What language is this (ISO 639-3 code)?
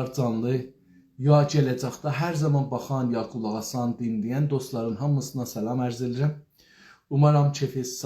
azb